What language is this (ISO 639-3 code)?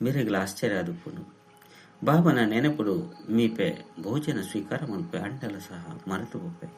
tcy